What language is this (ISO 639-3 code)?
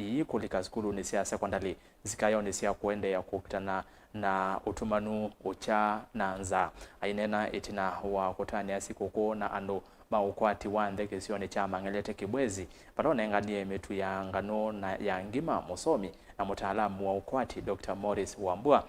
kam